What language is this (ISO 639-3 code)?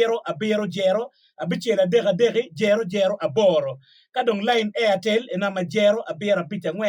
ach